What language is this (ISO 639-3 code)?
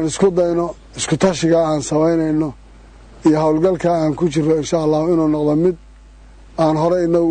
som